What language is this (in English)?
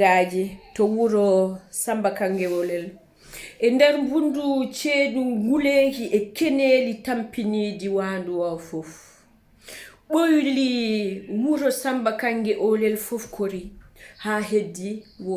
Fula